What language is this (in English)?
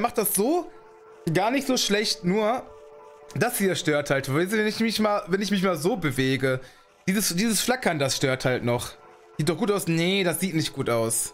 German